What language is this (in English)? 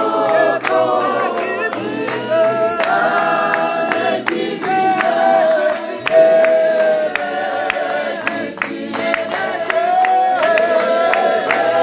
Tswana